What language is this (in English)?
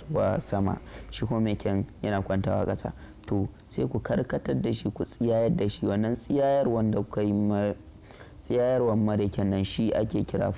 Hausa